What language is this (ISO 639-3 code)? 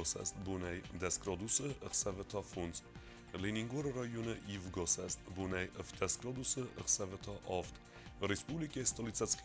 oss